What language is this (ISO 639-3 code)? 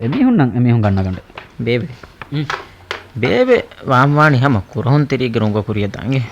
div